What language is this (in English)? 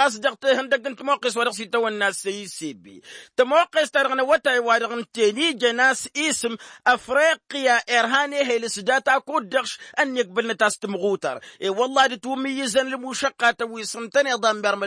Tamasheq